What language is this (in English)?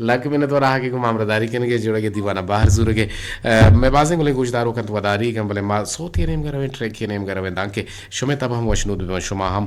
Eastern Balochi